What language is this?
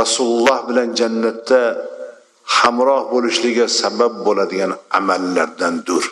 Uzbek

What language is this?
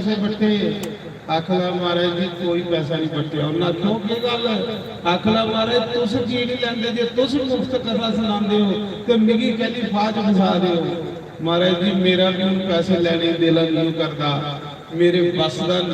Dogri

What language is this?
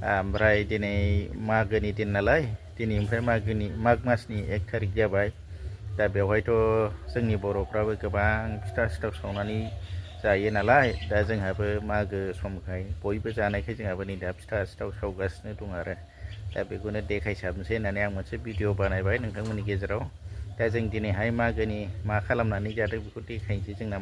Bodo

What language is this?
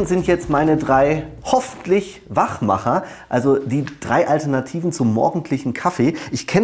German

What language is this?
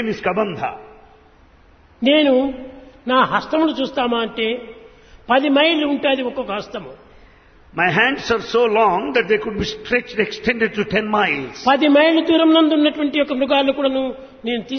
Telugu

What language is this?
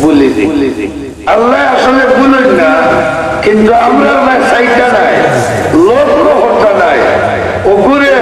Sylheti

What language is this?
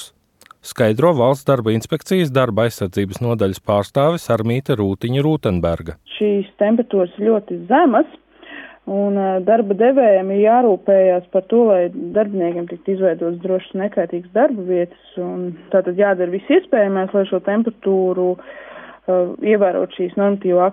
Latvian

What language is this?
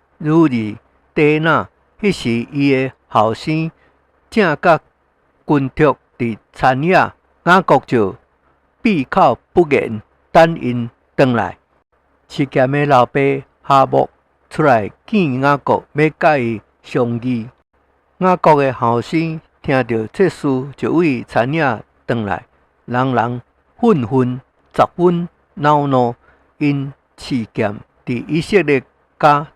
Min Nan Chinese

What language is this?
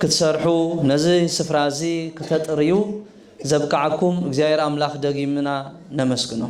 Tigrinya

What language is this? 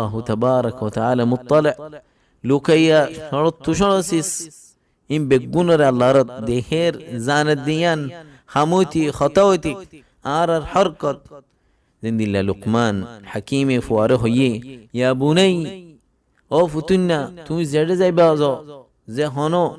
Rohingya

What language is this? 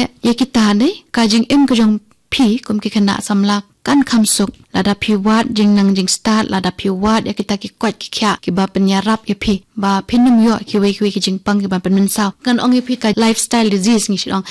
Khasi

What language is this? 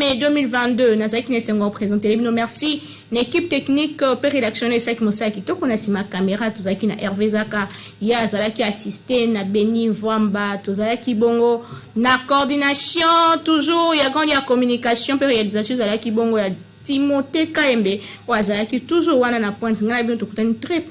Lingala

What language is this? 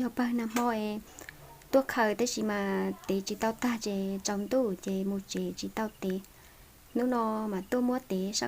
Hmong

